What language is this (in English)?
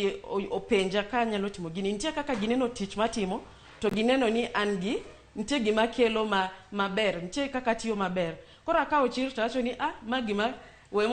Luo (Kenya and Tanzania)